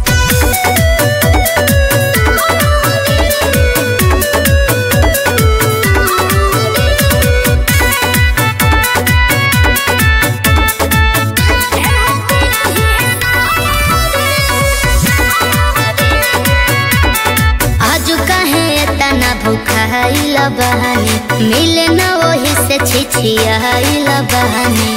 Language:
Bhojpuri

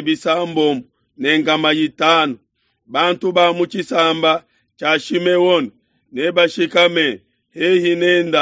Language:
Luba-Lulua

